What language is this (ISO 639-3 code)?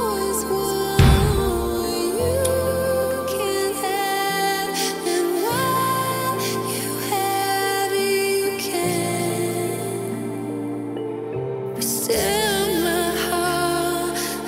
eng